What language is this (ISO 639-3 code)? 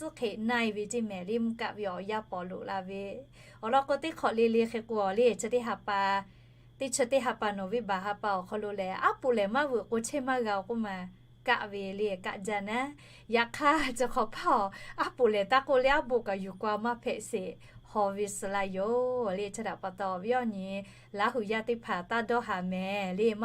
lhu